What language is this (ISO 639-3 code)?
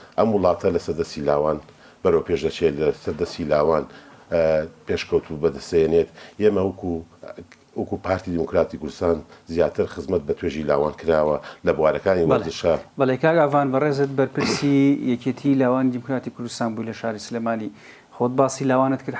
ckb